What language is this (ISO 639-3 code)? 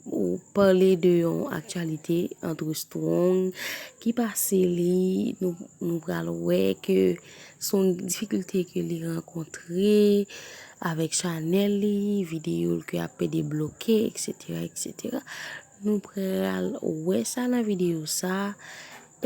hat